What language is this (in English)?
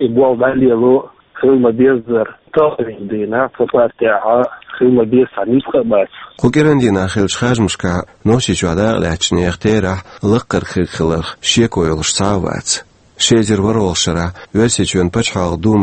Chechen